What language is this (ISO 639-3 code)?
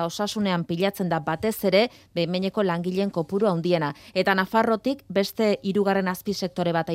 eus